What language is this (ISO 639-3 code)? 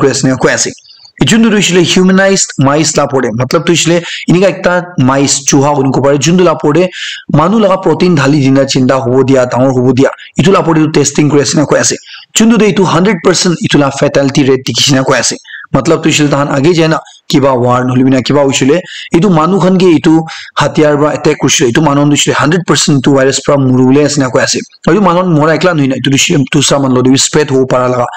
nag